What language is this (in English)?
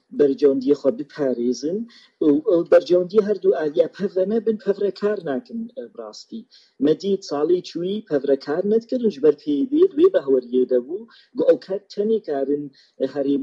Kurdish